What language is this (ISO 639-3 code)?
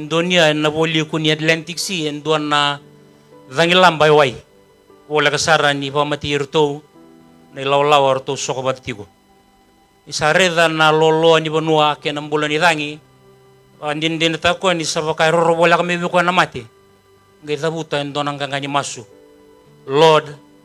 fij